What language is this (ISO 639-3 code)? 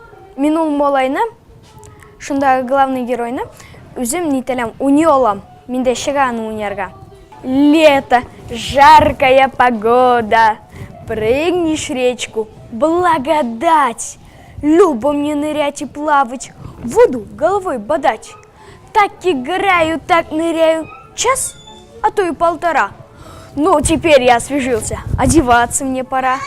tat